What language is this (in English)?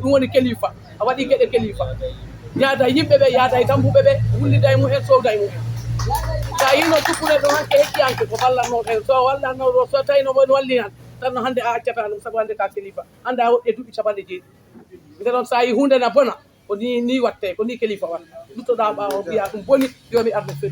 Fula